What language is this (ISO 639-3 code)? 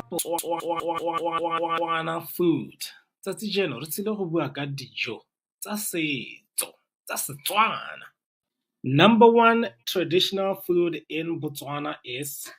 tsn